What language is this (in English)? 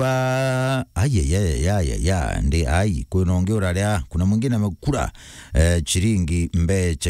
Meru